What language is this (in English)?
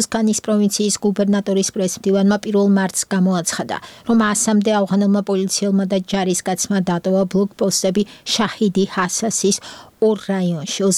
Georgian